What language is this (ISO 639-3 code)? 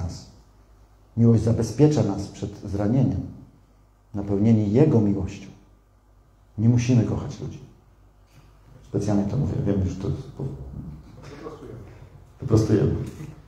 pol